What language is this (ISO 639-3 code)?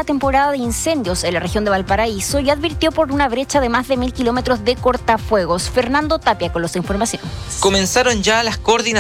spa